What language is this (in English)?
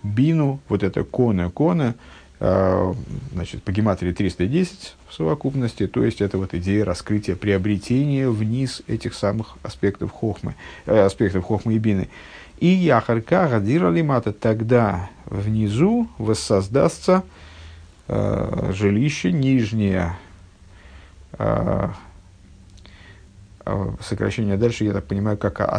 Russian